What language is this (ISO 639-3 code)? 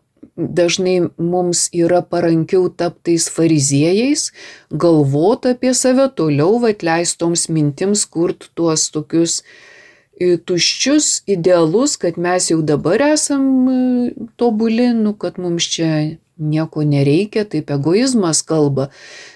lit